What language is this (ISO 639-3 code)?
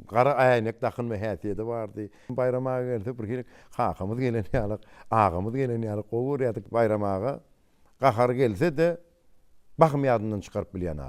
tuk